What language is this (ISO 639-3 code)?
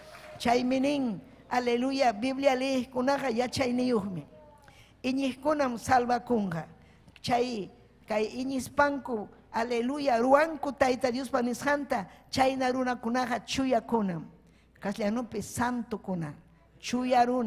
quy